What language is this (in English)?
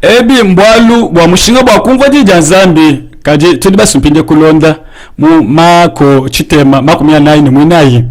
Luba-Lulua